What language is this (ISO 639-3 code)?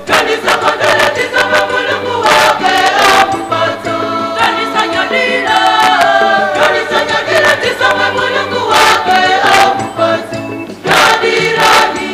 nya